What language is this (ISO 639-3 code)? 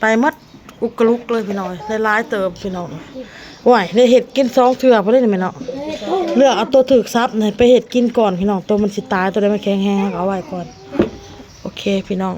tts